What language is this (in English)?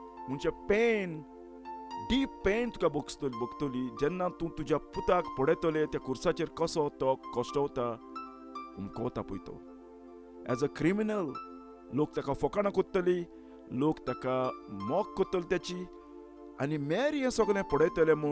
Konkani